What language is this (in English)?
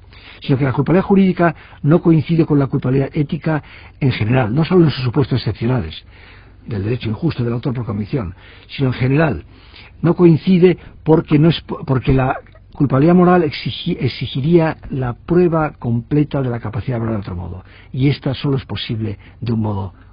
Spanish